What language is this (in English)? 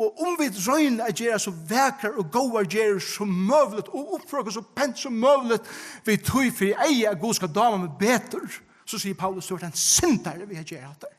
Faroese